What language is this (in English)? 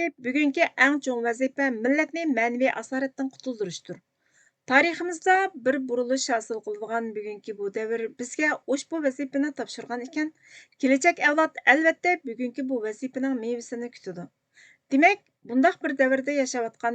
Uyghur